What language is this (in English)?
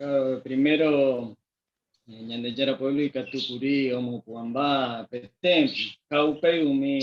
Guarani